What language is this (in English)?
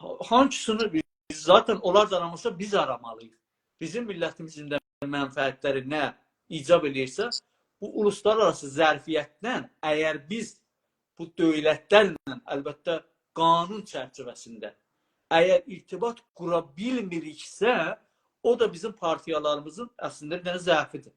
South Azerbaijani